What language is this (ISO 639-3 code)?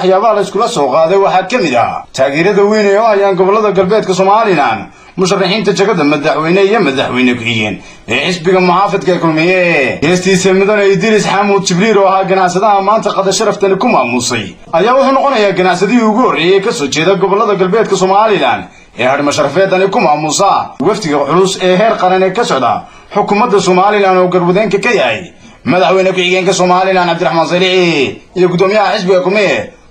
som